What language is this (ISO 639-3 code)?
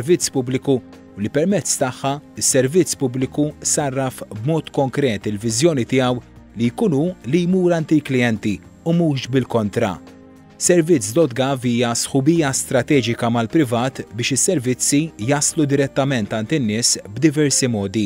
mlt